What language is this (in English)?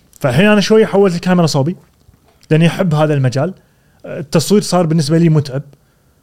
Gulf Arabic